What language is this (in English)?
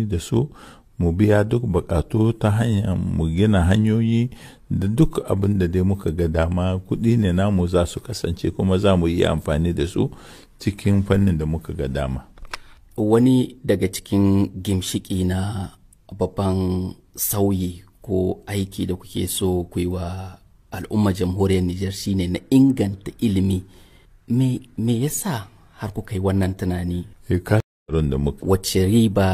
Hausa